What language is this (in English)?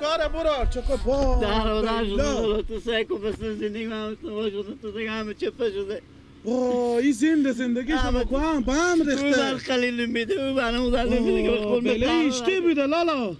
Persian